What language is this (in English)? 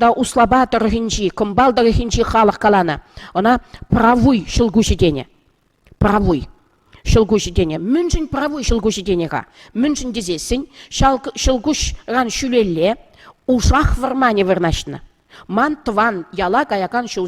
Chuvash